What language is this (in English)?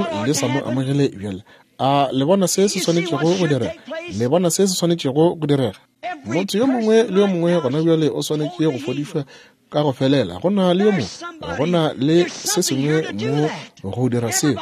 Northern Sotho